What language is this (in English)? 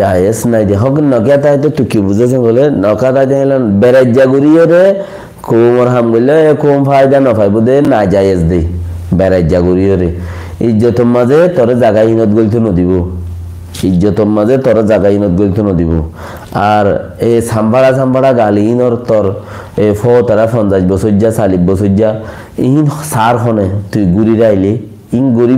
Rohingya